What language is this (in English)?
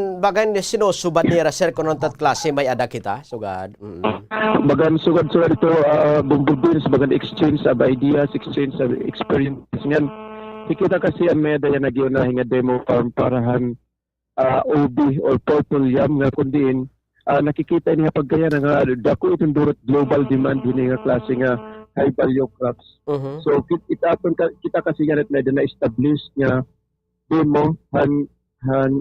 Waray